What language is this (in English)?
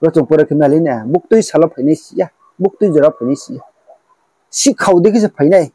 Riang (India)